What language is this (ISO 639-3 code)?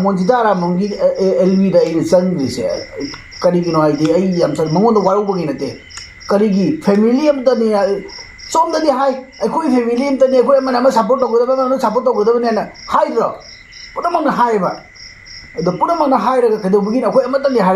mni